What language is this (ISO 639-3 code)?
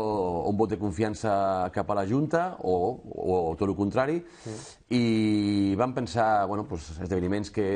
cat